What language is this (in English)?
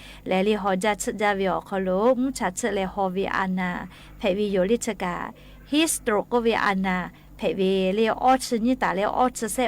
Lahu